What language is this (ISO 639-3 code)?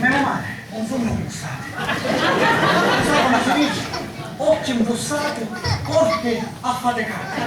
scn